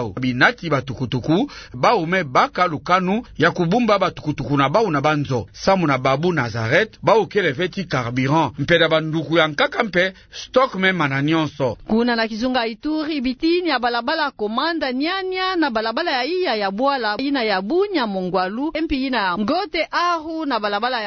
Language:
Kituba (Democratic Republic of Congo)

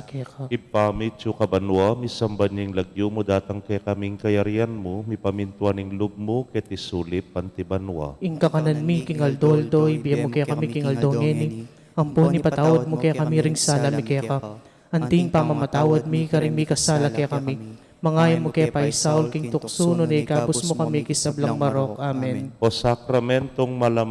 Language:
Pampanga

